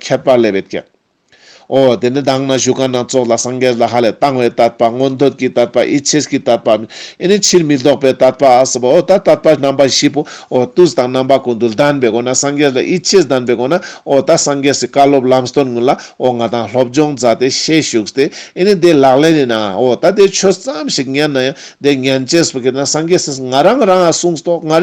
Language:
Ladakhi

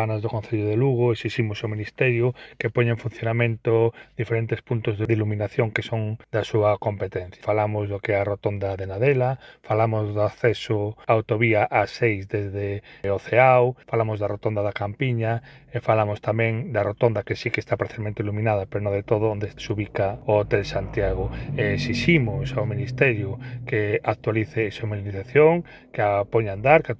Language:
Galician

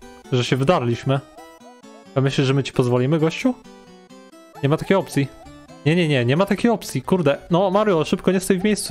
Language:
Polish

